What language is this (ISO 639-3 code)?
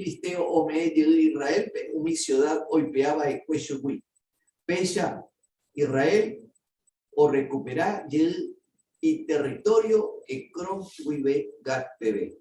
grn